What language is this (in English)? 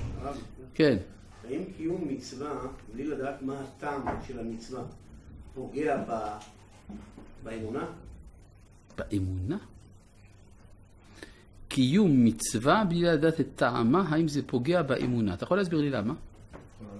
Hebrew